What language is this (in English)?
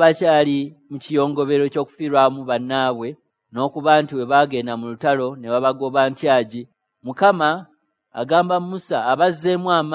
Ganda